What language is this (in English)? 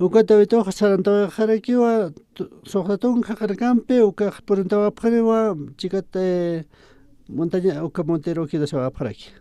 Aymara